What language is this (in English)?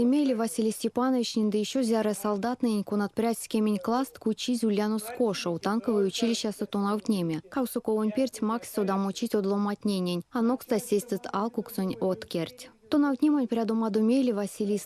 Erzya